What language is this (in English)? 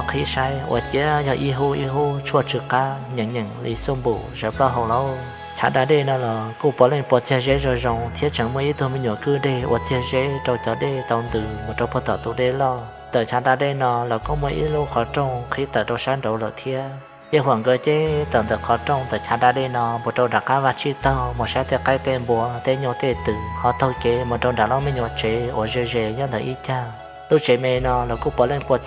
Hmong